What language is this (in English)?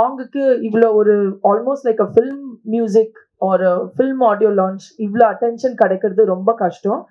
Tamil